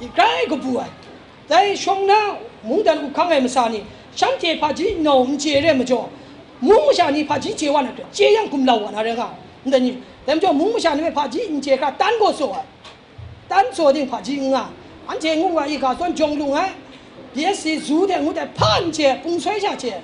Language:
Kachin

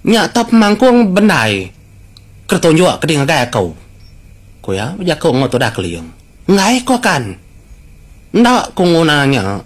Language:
Iban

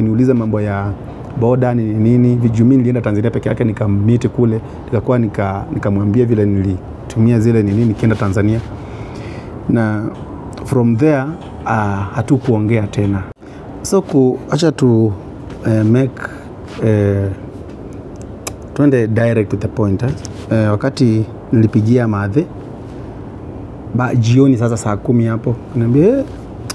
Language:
Swahili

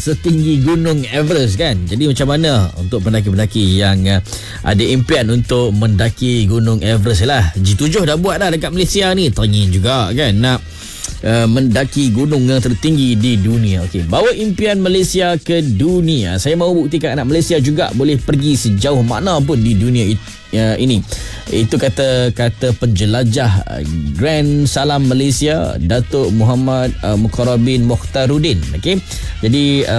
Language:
Malay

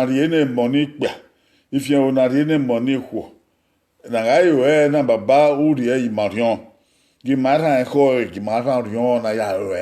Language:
Bini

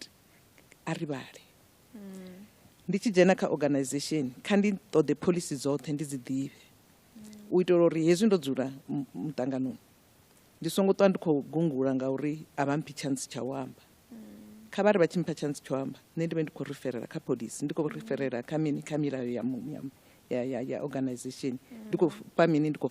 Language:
Venda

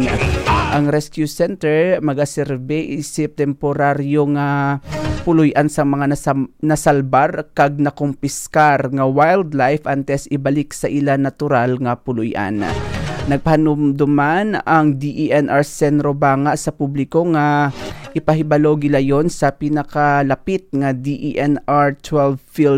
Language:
Hiligaynon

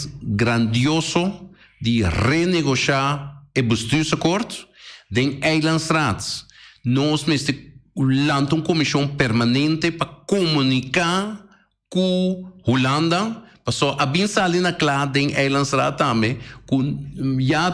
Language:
Papiamento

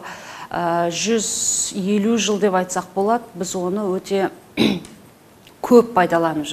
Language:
Kazakh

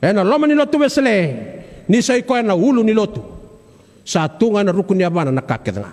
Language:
Fijian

